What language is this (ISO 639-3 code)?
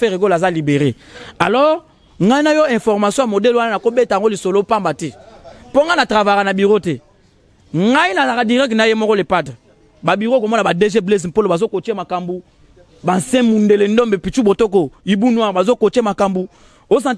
lin